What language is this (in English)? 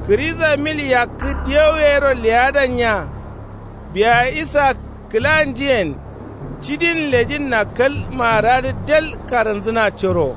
Kanuri